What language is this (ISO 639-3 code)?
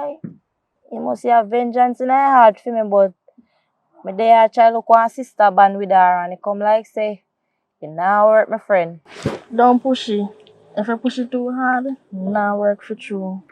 jam